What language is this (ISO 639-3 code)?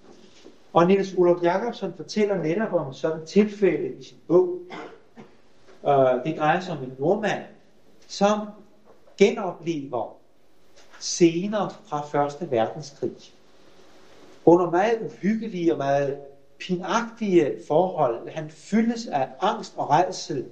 dan